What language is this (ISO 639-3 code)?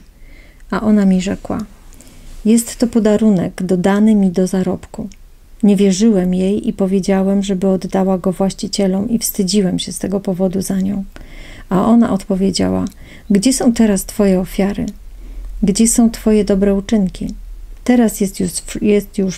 pol